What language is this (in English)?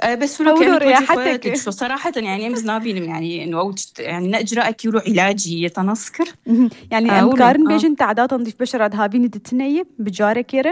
North Levantine Arabic